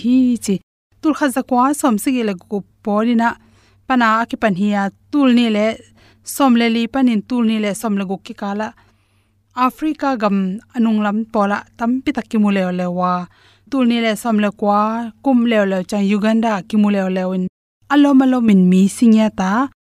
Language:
Tedim Chin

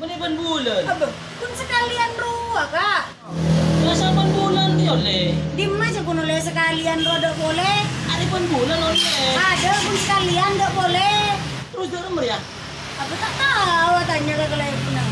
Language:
Madurese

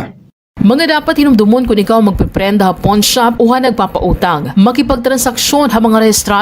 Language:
Waray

